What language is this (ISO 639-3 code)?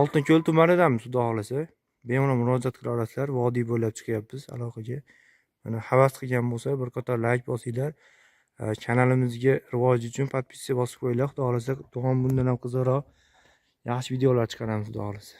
uzb